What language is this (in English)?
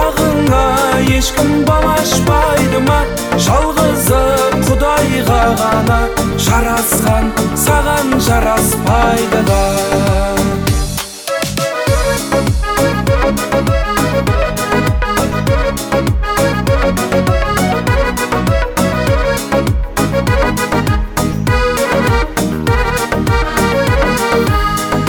Kazakh